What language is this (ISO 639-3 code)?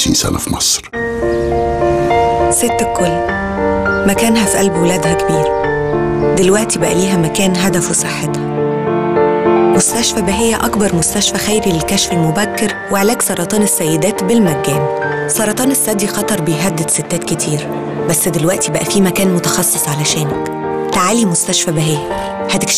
arz